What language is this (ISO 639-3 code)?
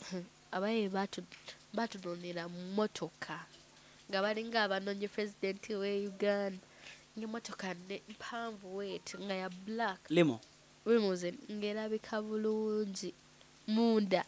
lug